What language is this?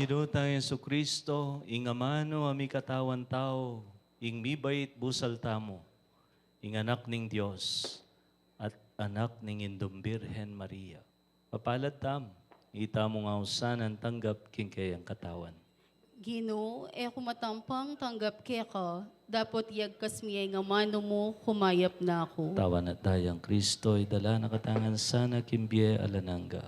Pampanga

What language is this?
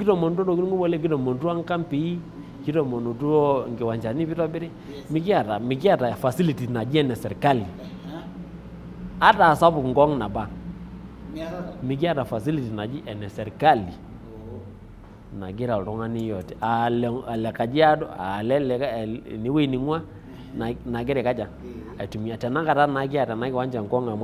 Masai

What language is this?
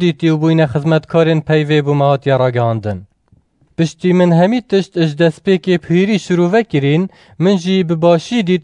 Kurdish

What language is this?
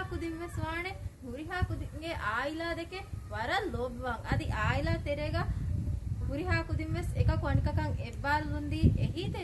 Divehi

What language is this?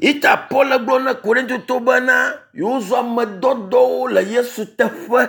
Ewe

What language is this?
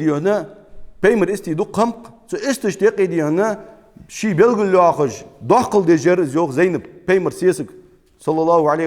Ingush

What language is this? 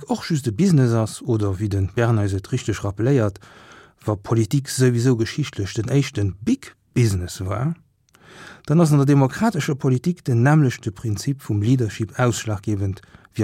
Luxembourgish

